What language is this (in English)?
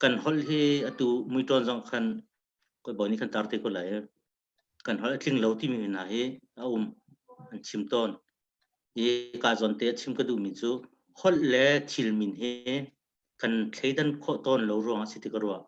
Hakha Chin